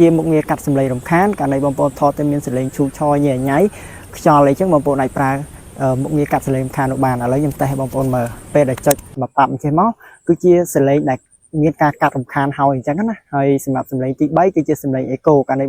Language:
Khmer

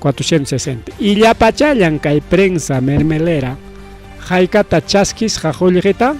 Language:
Ayacucho Quechua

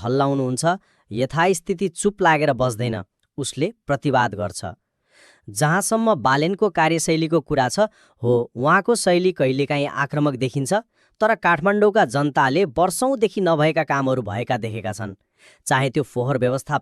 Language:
Nepali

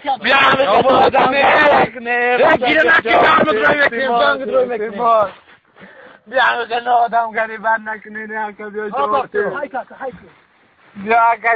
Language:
Tajik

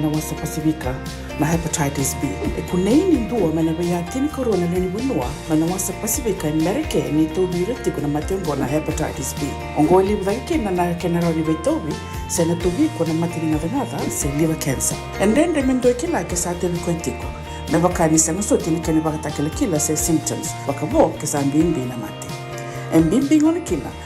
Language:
Fijian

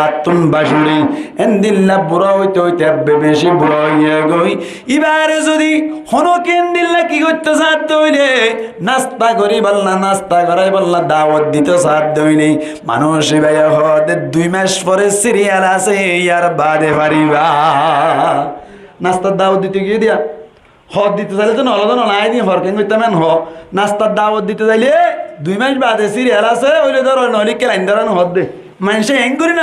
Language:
Rohingya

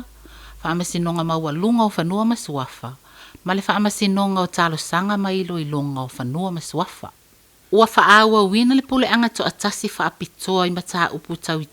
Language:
Samoan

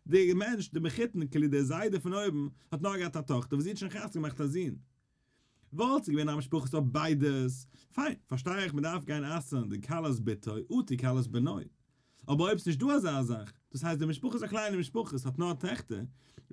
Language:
Yiddish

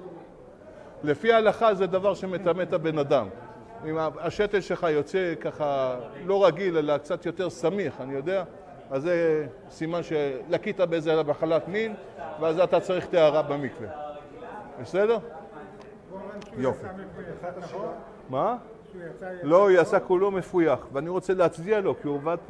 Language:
Hebrew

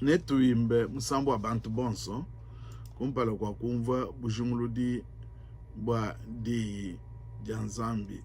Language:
Luba-Lulua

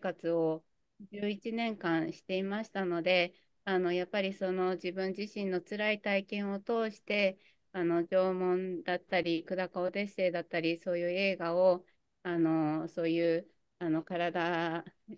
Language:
Japanese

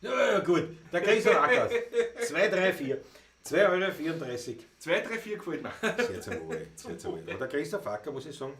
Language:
Bavarian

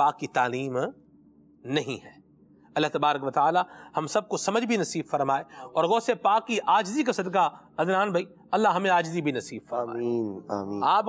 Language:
Urdu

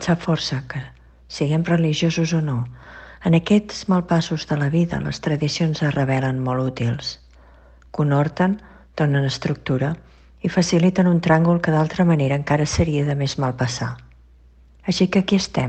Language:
Catalan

